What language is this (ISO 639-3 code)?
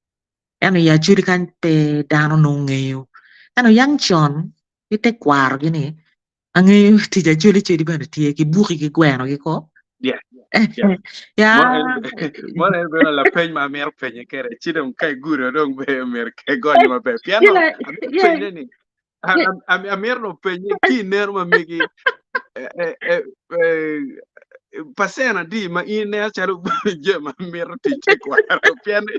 ach